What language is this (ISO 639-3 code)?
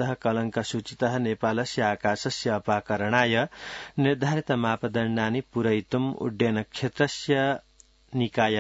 san